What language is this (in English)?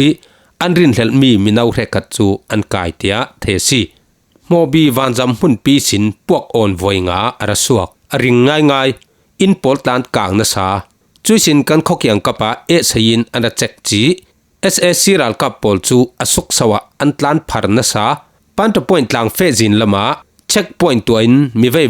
Falam Chin